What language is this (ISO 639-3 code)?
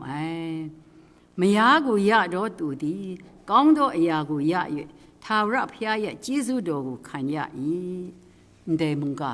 kac